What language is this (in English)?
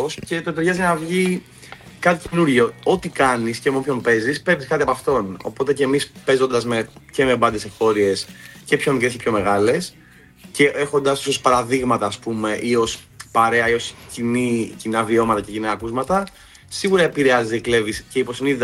Greek